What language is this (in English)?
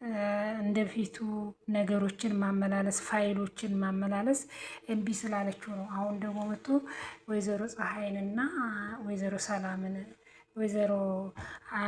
Amharic